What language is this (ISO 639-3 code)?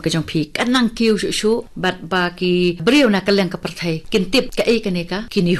kha